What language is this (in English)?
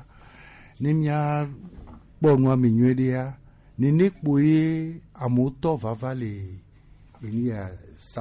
Gen